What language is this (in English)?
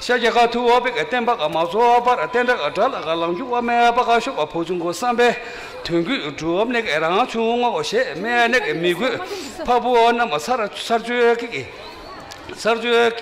Tibetan